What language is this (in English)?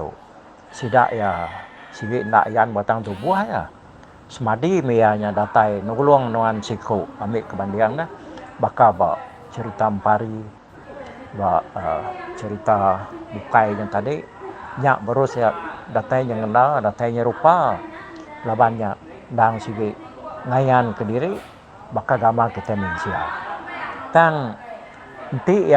Iban